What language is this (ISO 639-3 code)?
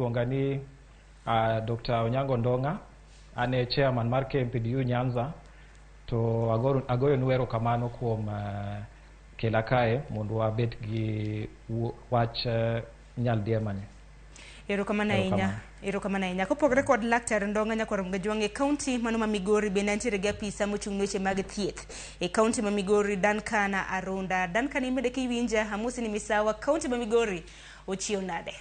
luo